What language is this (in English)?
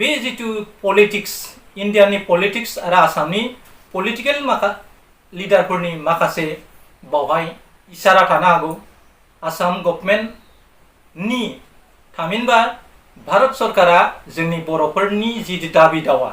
Bodo